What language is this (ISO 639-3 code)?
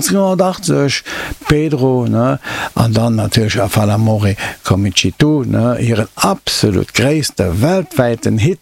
ltz